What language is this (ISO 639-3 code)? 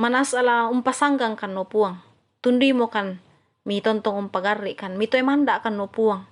sda